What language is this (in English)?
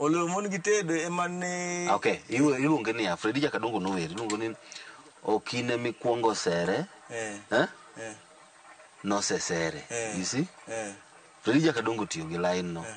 Luo (Kenya and Tanzania)